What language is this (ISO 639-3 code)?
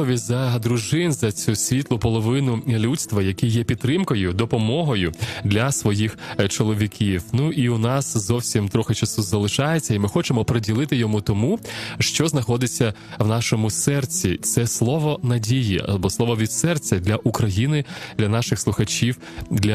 ukr